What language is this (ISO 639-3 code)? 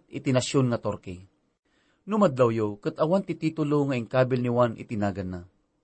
ilo